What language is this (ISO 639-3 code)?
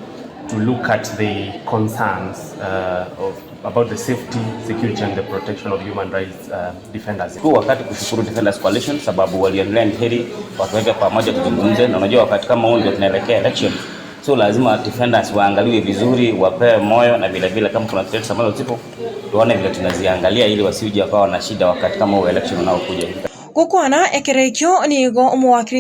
guz